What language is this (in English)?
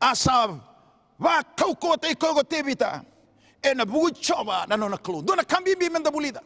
Fijian